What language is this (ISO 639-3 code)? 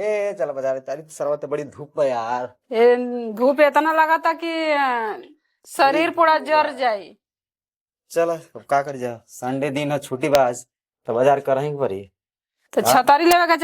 bho